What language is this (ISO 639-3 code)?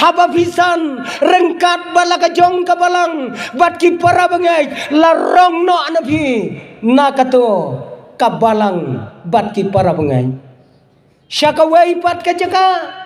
kha